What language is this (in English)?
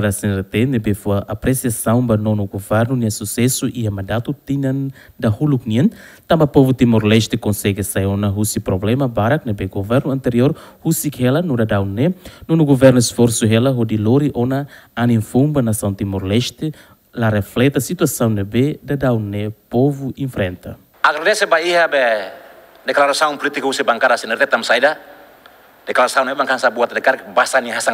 Tetum